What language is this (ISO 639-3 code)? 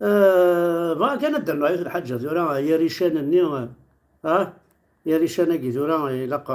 kab